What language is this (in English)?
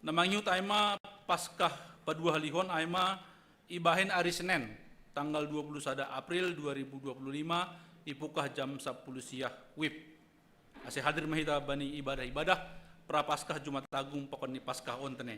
Batak Simalungun